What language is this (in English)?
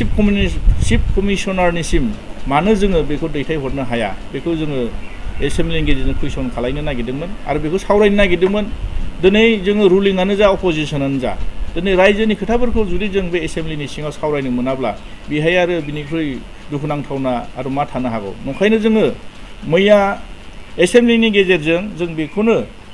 Bodo